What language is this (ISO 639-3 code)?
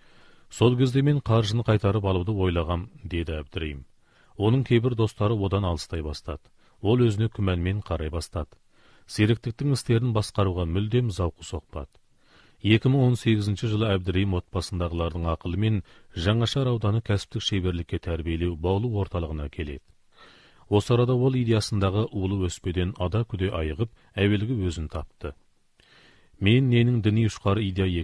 kaz